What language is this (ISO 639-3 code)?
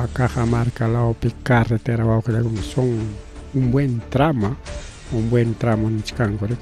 quy